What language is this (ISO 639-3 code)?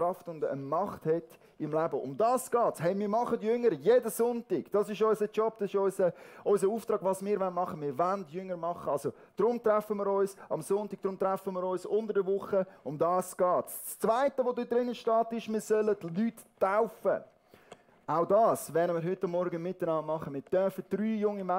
gsw